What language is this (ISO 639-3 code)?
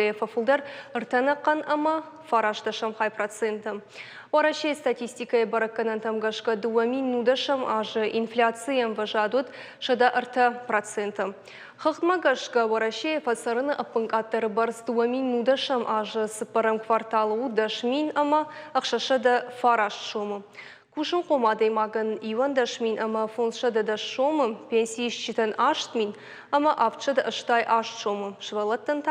oss